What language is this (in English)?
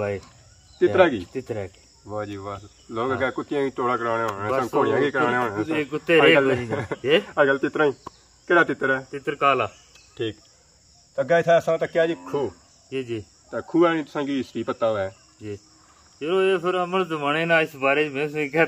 Pahari-Potwari